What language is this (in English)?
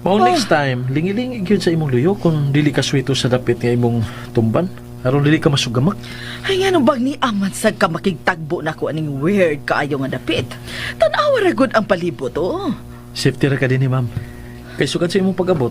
Cebuano